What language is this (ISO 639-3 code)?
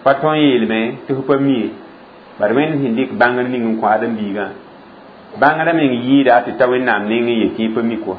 mos